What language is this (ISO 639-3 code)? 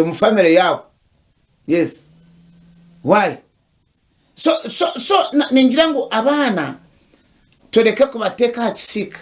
nyn